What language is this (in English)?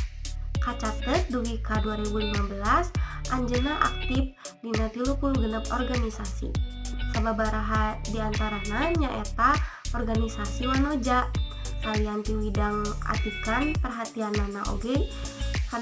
Sundanese